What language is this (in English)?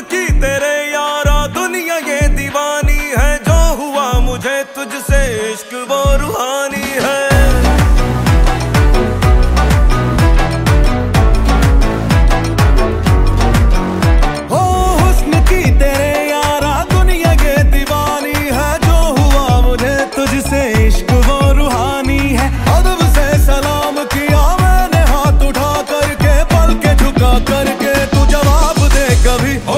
Hindi